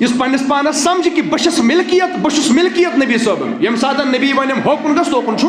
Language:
Kashmiri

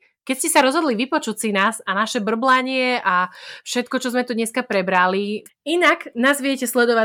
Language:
Slovak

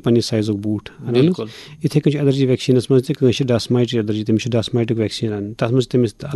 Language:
Kashmiri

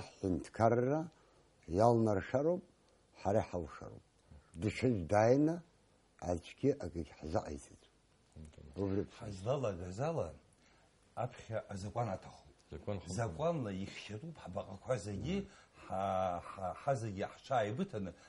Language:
Abkhazian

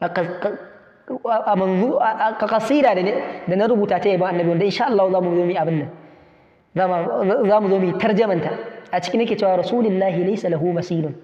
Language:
Hausa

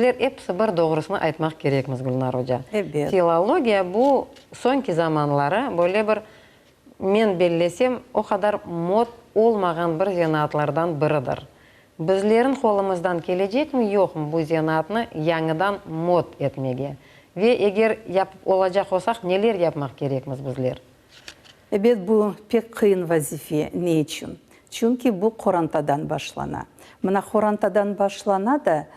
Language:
Crimean Tatar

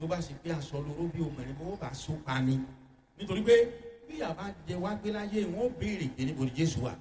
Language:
Yoruba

